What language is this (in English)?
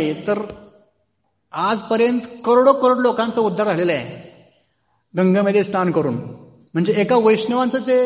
Marathi